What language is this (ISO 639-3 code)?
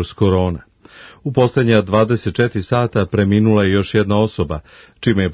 srp